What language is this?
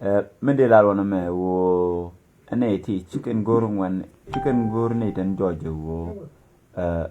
Nuer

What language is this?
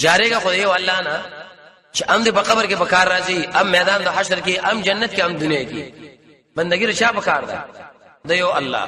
Pashto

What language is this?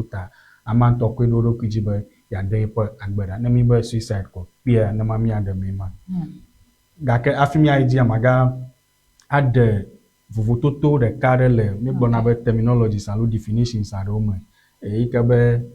Ewe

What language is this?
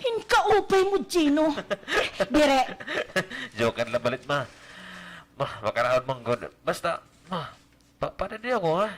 Waray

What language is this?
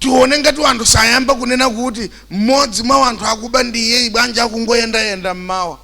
Nyanja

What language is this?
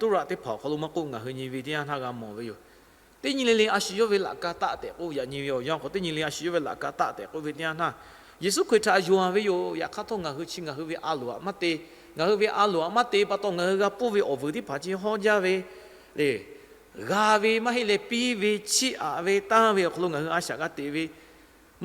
Lahu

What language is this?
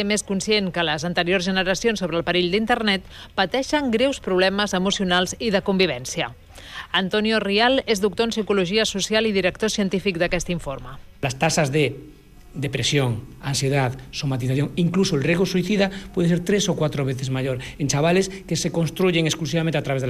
Catalan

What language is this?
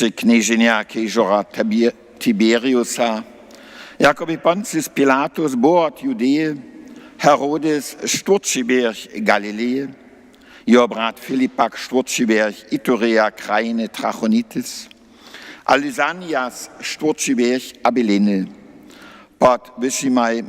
Upper Sorbian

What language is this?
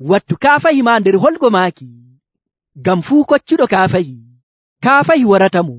Nigerian Fulfulde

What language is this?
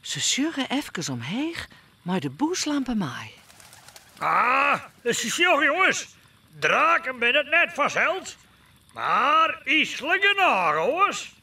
Western Frisian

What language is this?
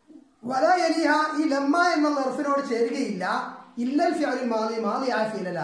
Malayalam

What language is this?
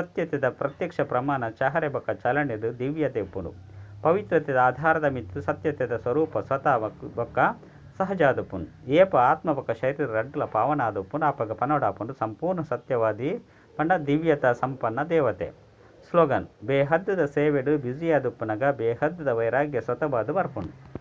Tulu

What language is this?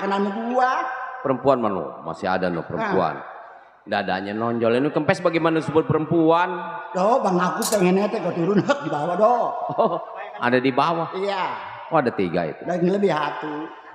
Betawi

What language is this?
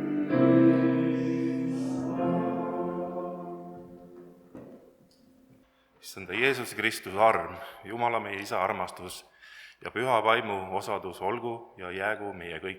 Estonian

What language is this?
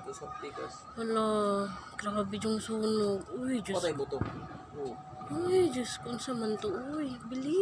Cebuano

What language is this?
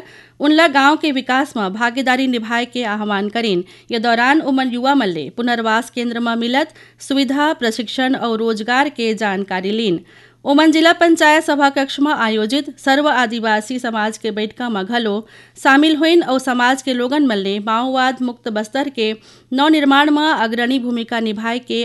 Chhattisgarhi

